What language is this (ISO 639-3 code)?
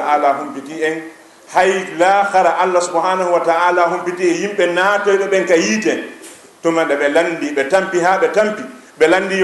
ful